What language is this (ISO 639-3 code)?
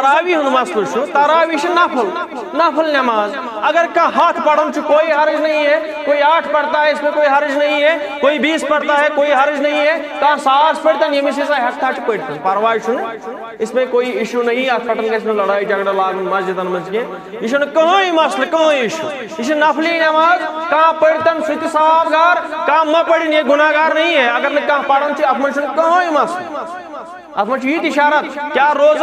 kas